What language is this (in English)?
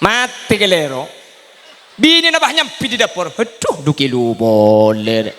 Madurese